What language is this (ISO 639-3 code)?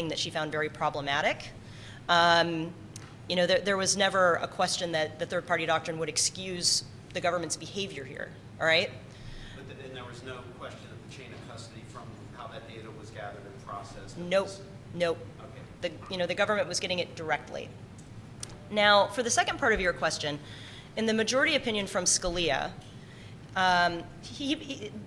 eng